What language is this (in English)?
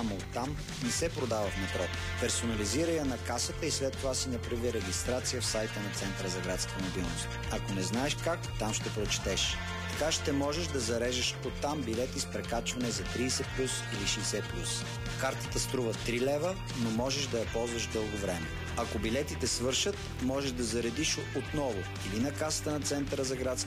Bulgarian